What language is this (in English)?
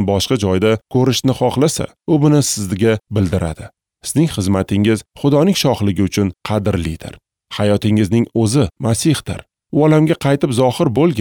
Uzbek